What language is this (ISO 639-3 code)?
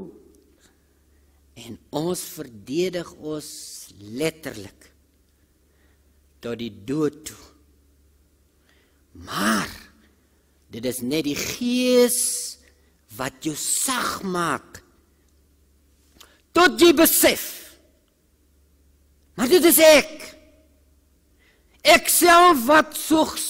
afr